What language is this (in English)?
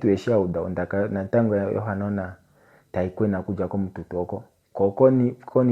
Kuanyama